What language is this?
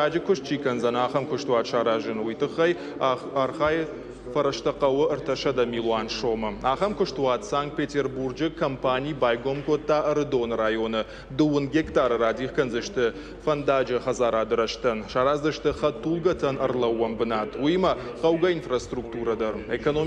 Ossetic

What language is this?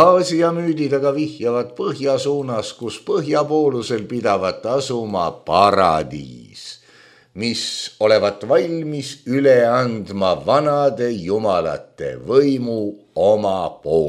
Estonian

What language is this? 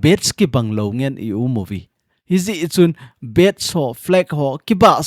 Thado Chin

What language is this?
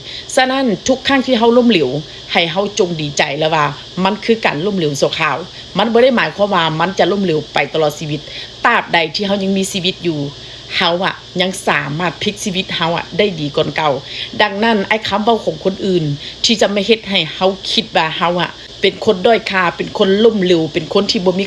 Northeastern Thai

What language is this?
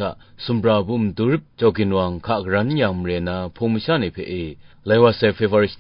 Kachin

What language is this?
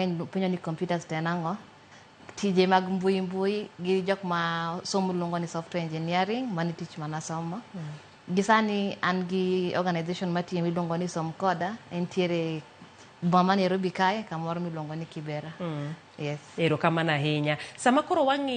Luo (Kenya and Tanzania)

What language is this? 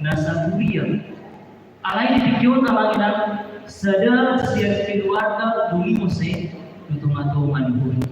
Batak Toba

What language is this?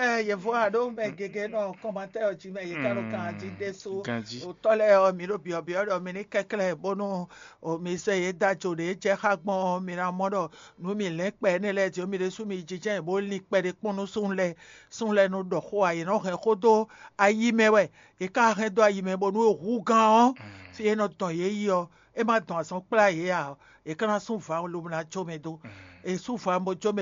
Fon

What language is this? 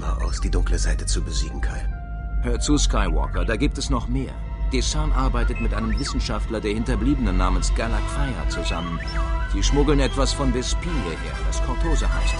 Bavarian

